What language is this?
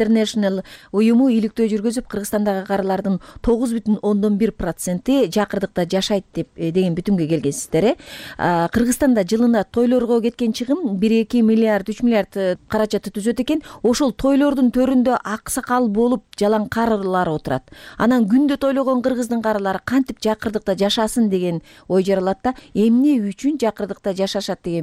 Kyrgyz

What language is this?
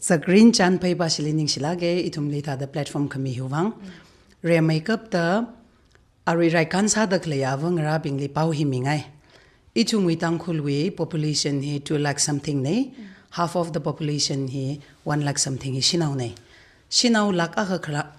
Tangkhul Naga (India)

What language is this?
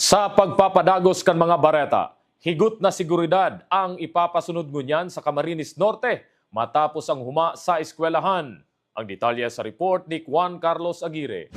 Bikol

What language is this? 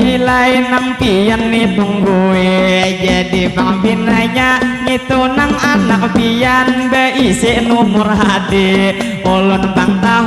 Banjar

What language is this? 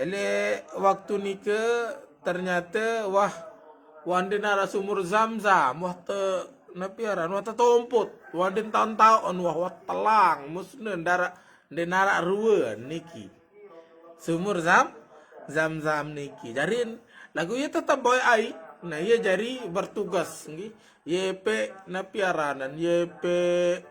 Sasak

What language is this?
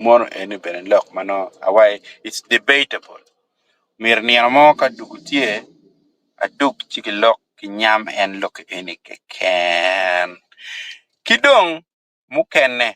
Acoli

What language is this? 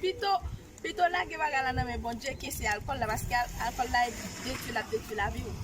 Haitian Creole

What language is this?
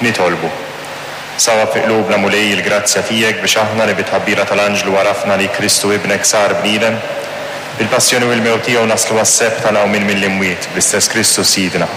Maltese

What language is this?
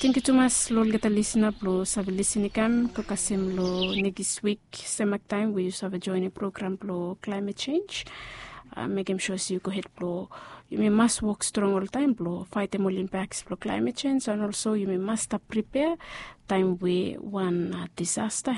Bislama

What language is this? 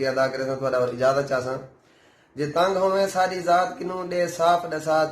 Saraiki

